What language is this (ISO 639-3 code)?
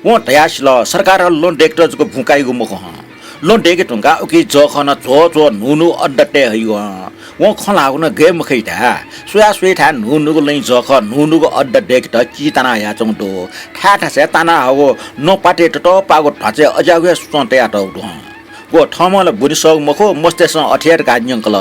new